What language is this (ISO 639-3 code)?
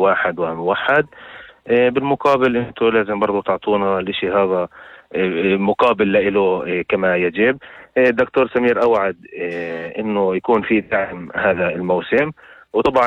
apc